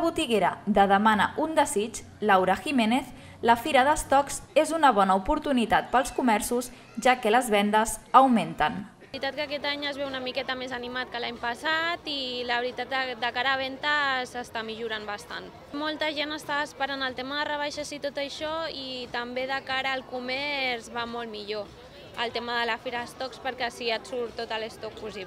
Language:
Catalan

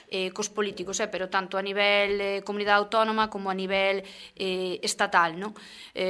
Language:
Galician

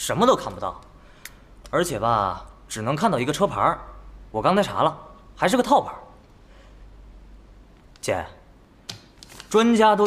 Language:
Chinese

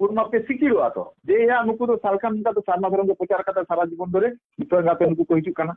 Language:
Santali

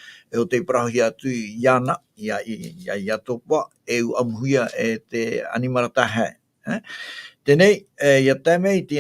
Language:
Tahitian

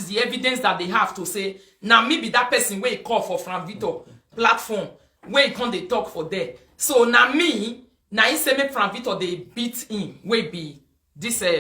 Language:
Nigerian Pidgin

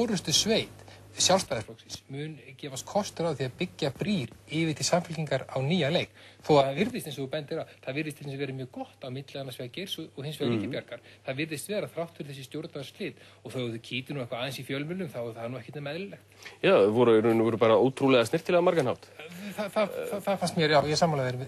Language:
Icelandic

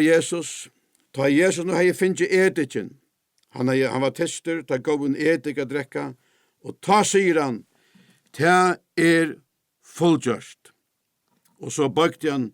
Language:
Faroese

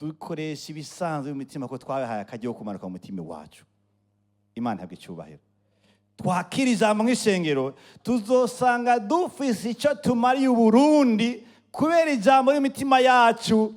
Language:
Rundi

